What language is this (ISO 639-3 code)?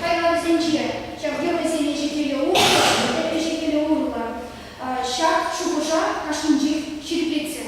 chv